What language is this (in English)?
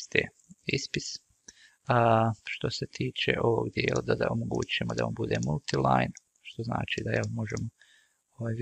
Croatian